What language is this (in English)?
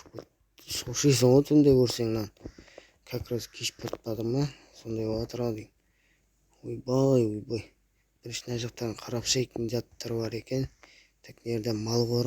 Kazakh